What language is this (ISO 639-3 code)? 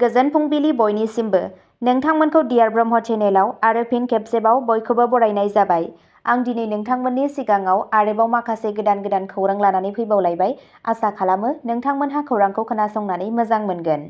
brx